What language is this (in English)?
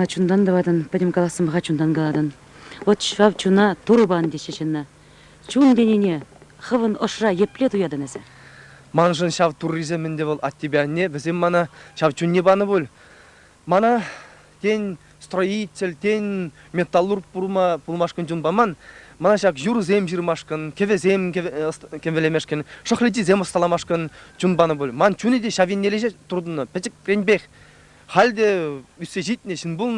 Chuvash